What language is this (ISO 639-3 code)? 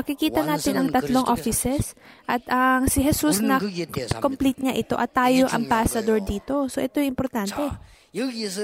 fil